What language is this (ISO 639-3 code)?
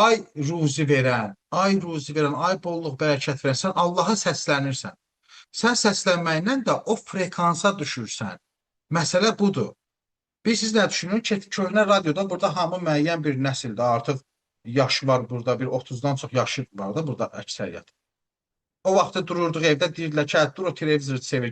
aze